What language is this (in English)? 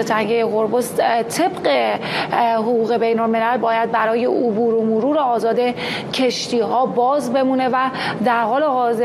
Persian